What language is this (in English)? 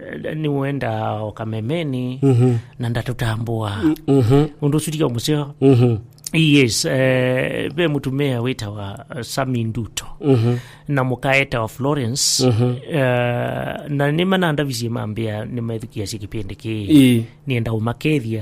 Kamba